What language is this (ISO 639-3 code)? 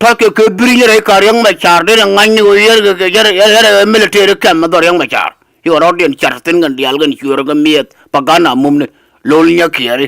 nus